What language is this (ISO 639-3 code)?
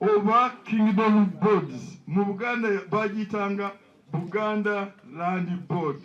lug